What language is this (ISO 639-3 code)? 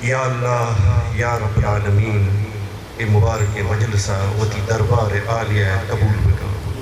bal